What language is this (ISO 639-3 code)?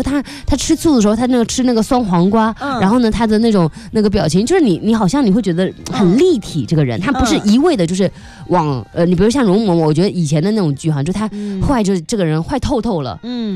zho